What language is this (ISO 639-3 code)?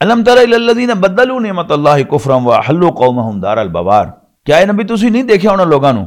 lah